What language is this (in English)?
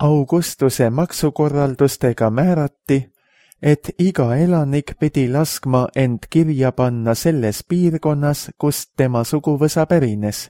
Estonian